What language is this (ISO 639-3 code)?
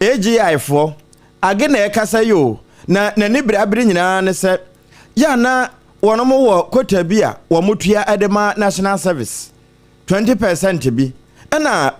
aka